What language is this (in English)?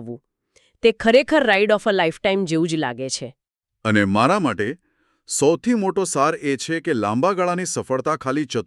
Gujarati